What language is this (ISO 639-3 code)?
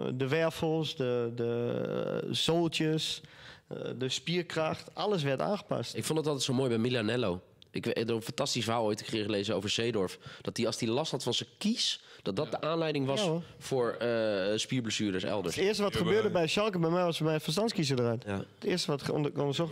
nld